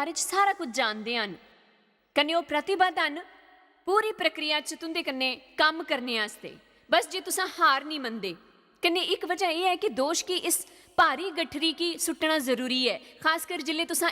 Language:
Dogri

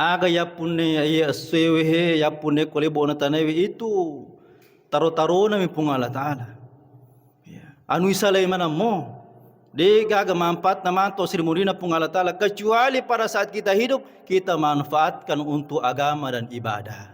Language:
Buginese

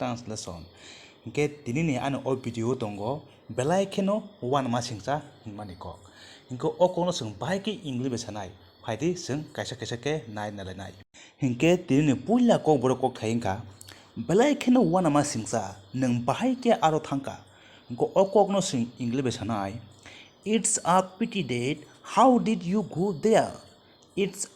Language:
Kok Borok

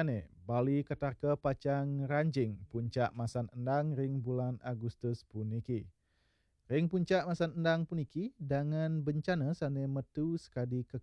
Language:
Balinese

